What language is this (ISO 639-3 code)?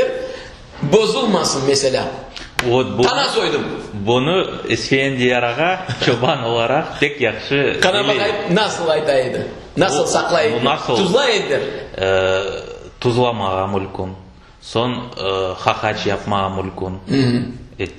crh